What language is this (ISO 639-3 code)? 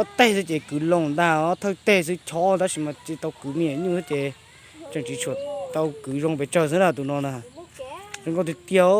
hmn